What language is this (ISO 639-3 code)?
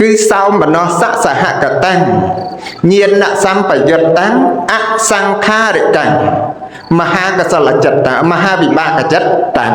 khm